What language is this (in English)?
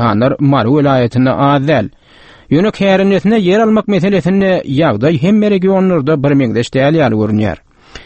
Turkmen